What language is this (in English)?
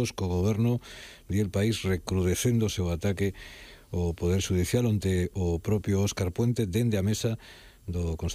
Galician